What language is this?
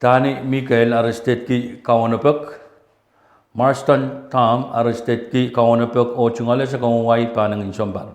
Pohnpeian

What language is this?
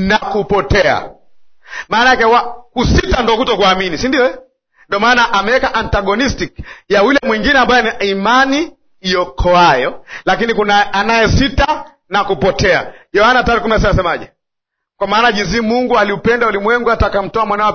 Swahili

